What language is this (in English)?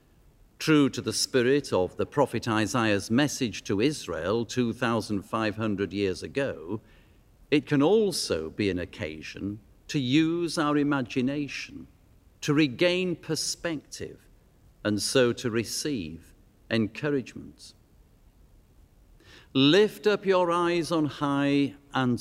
English